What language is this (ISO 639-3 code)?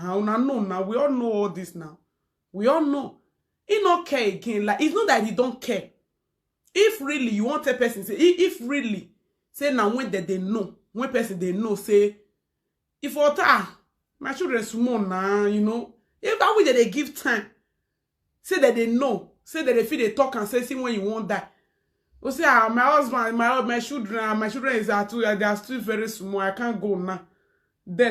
pcm